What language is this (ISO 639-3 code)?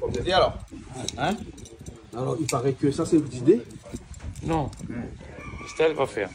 rcf